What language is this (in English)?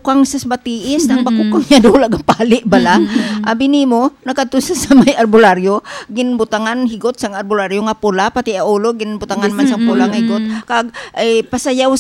Hiligaynon